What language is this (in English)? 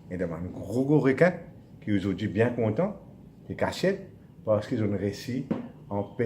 Morisyen